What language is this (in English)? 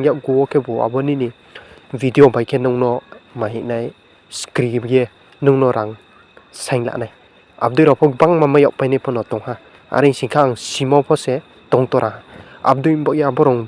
Riang (India)